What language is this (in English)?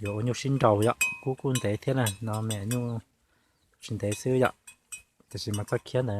Hmong